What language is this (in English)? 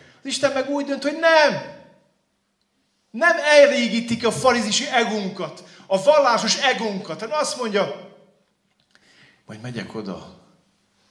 Hungarian